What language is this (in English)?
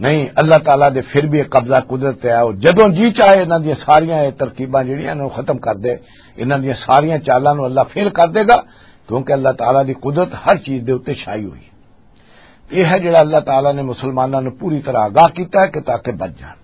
Western Panjabi